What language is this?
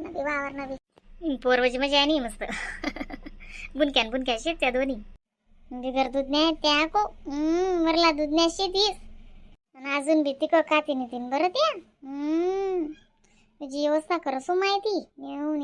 Khandesi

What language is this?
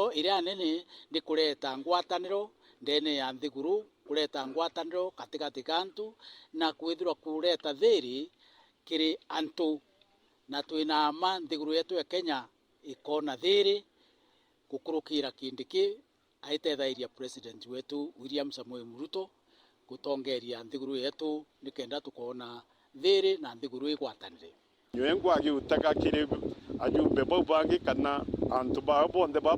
Meru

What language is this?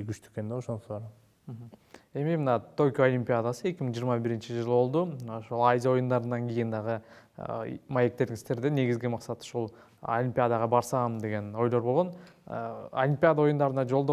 Kyrgyz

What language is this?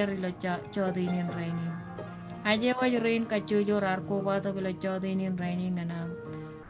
Marshallese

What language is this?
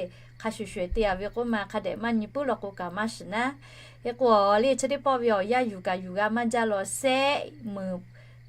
Lahu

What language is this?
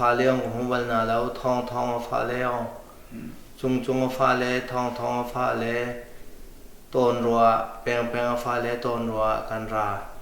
Hakha Chin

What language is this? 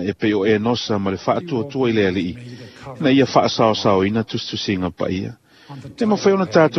Samoan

